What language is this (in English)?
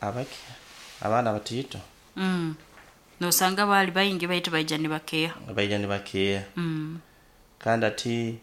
Nyoro